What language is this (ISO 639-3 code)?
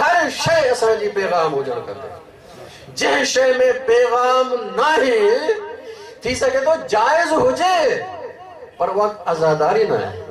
snd